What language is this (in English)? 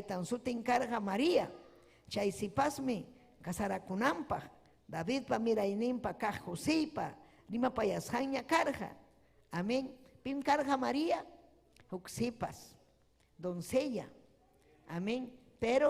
Ayacucho Quechua